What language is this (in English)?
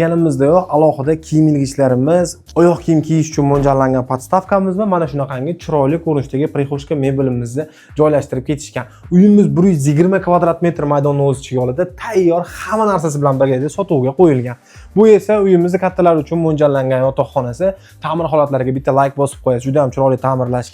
Uzbek